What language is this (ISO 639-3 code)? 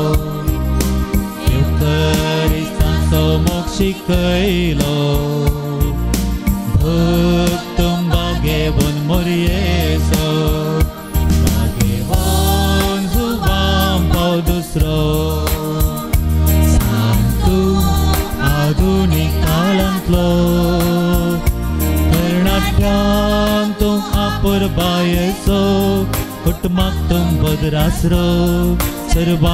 kok